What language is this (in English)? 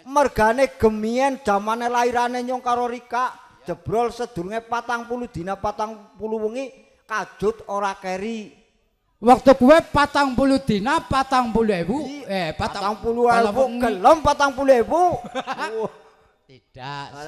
Javanese